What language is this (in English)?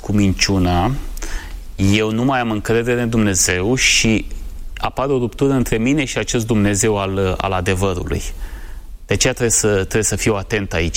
Romanian